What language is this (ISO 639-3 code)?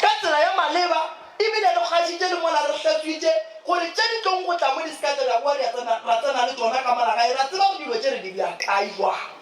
nso